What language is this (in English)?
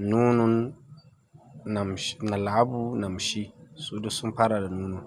Hausa